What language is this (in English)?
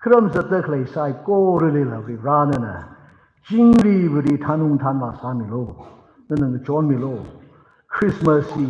Tangkhul Naga (India)